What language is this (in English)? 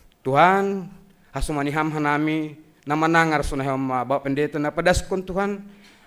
Batak Simalungun